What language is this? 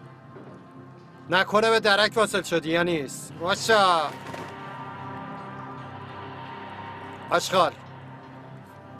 Persian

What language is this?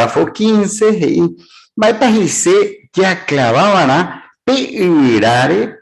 Guarani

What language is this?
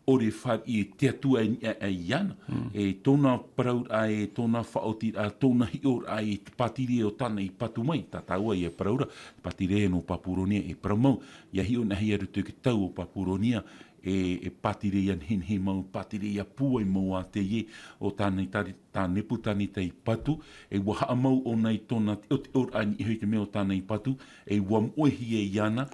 Tahitian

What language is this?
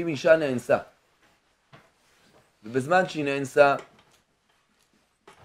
Hebrew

